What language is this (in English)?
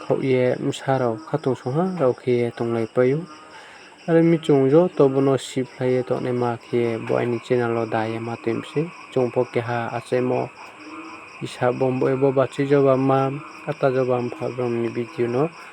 Riang (India)